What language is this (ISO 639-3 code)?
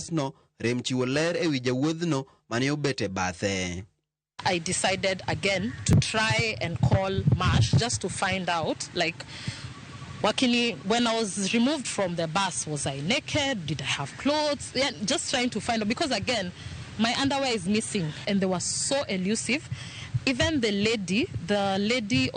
luo